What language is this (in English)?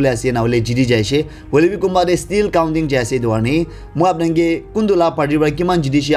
Naga Pidgin